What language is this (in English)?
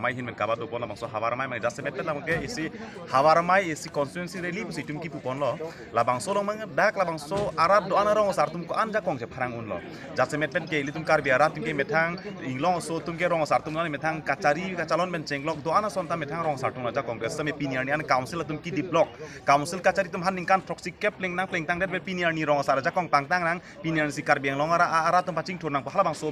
Karbi